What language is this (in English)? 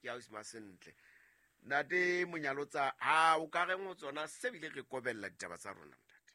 Southern Sotho